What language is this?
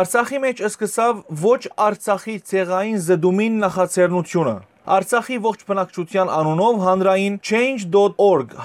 Western Armenian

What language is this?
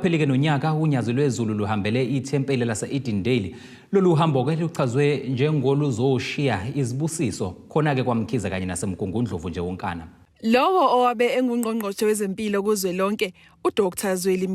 Zulu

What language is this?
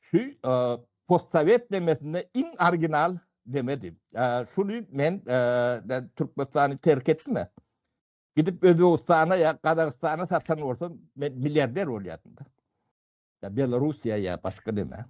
Turkmen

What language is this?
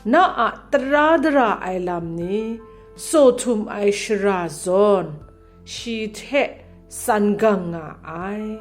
Kachin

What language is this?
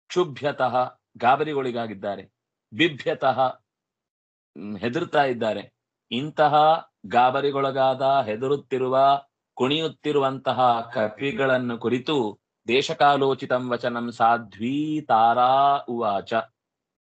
Kannada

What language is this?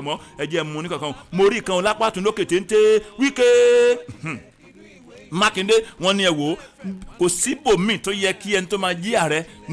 Yoruba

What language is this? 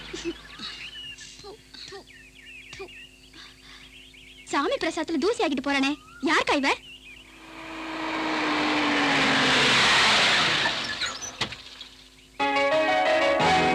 Tamil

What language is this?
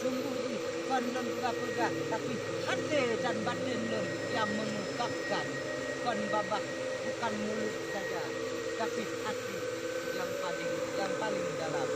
Achinese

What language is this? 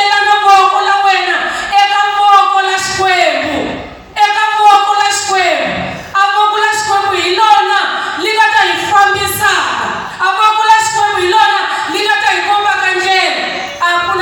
Tsonga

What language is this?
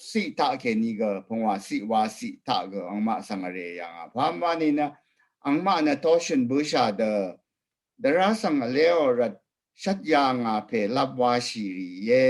Rawang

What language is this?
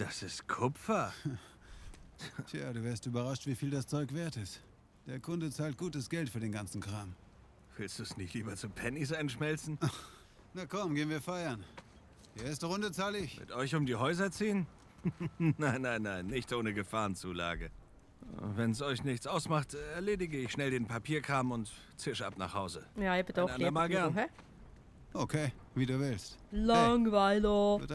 Swiss German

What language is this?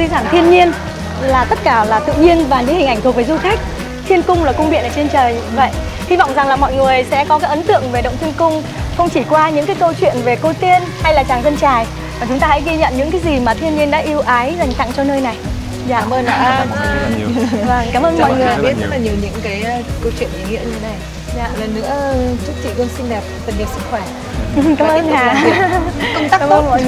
Vietnamese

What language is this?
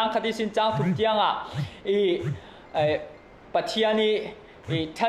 Falam Chin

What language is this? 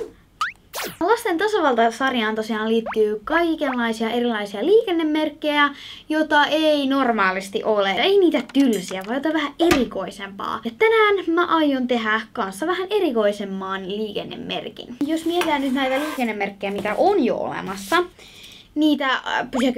Finnish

